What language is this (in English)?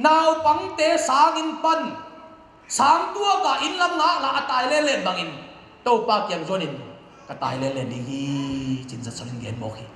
Tedim Chin